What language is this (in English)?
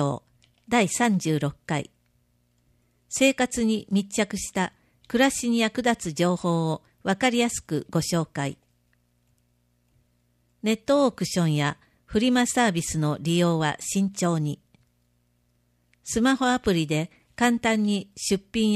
Japanese